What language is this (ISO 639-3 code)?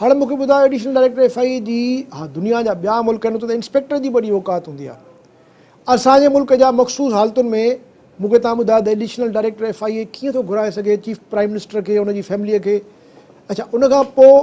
snd